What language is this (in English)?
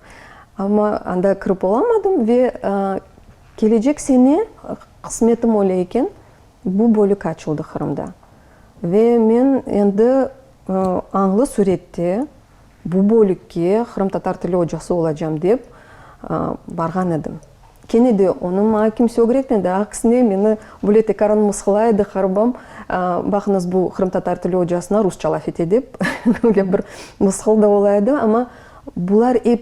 Crimean Tatar